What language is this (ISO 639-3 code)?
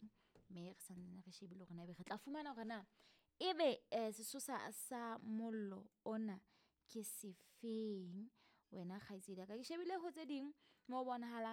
sot